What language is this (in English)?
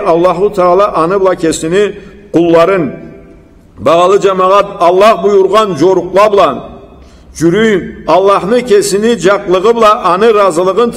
Karachay-Balkar